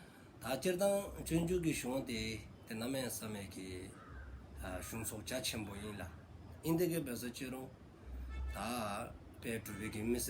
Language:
Dzongkha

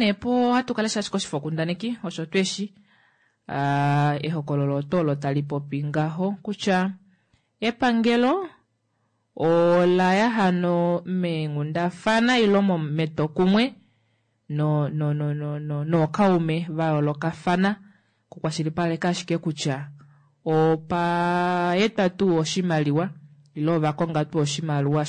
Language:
Kuanyama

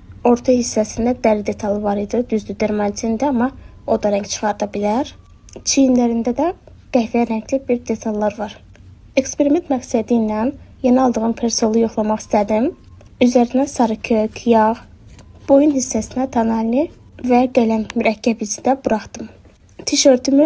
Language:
Azerbaijani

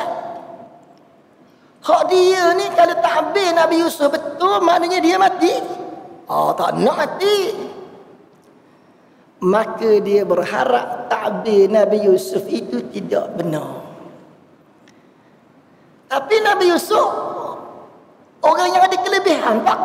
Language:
Malay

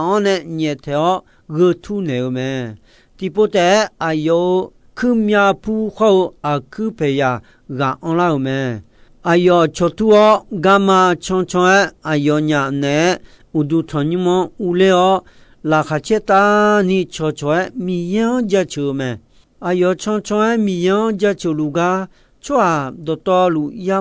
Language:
Akha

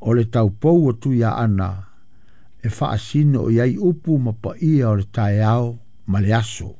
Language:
Samoan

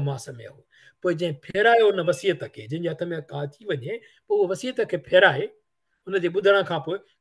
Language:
Sindhi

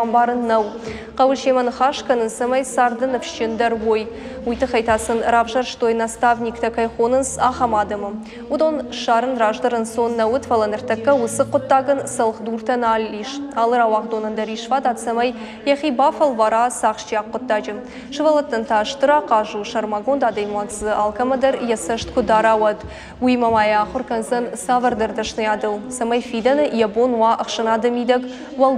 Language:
Ossetic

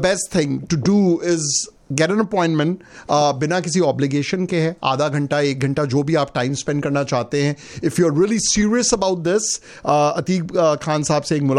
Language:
Hindi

